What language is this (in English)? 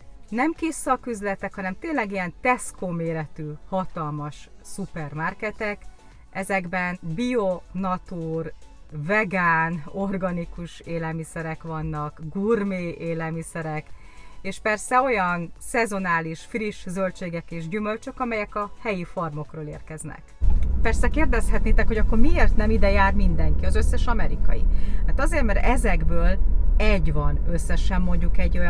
Hungarian